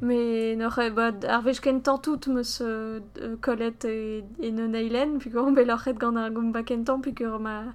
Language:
Breton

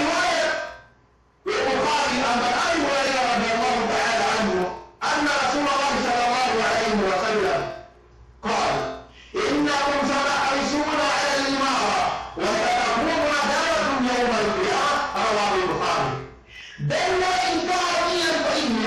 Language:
Yakan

